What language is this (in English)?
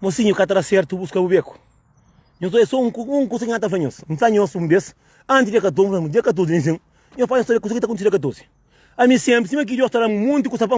Kabuverdianu